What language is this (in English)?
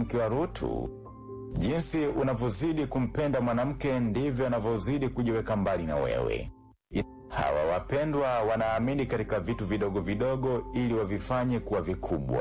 Swahili